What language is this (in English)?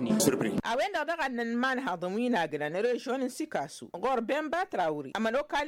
Tamasheq